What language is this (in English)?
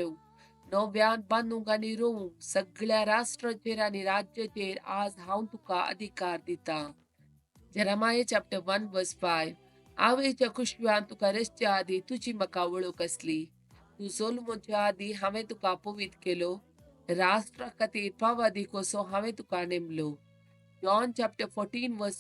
Konkani